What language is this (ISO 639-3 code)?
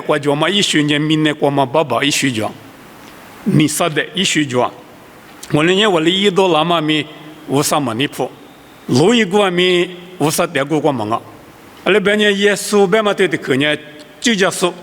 lis